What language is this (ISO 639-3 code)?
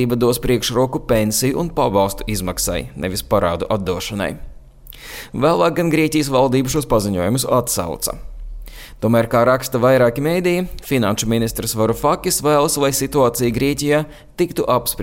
lav